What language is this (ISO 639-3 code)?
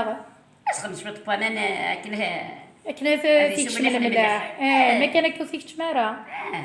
kab